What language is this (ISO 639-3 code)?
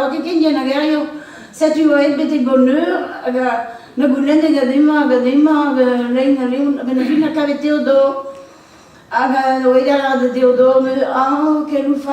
bre